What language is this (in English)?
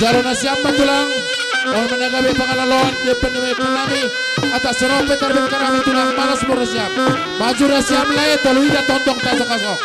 Batak Simalungun